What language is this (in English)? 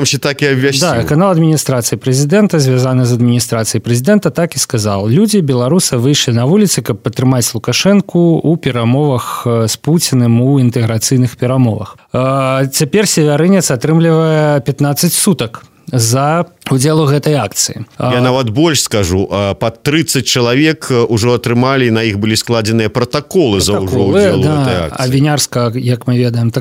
Belarusian